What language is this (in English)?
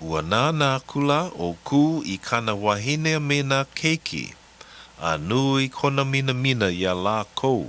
Hawaiian